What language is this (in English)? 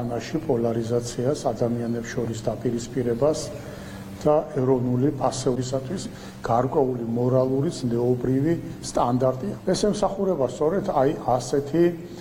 Georgian